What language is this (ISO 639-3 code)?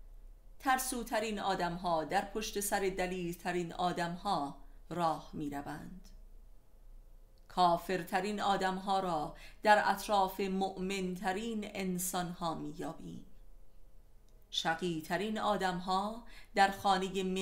fas